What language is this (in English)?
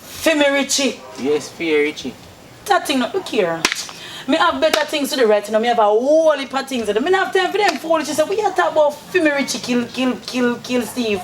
Jamaican Creole English